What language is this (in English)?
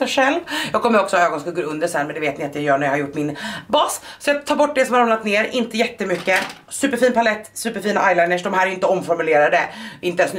Swedish